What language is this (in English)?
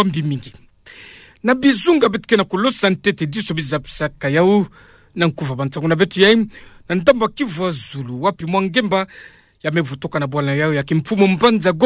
Kituba (Democratic Republic of Congo)